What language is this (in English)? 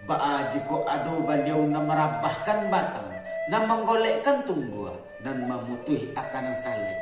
Minangkabau